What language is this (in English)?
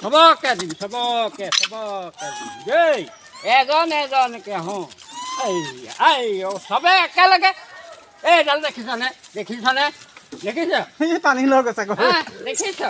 Assamese